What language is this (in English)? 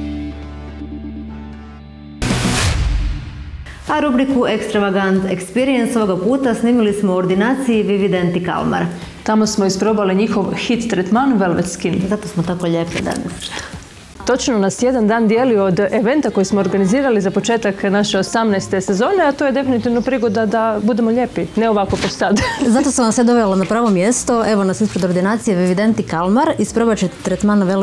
Croatian